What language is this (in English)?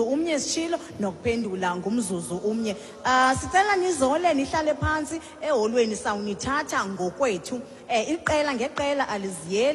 Xhosa